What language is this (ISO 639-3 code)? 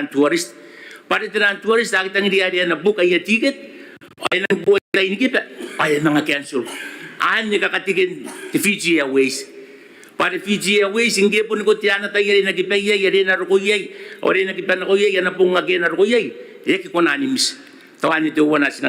gil